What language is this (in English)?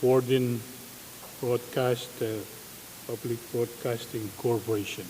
Pohnpeian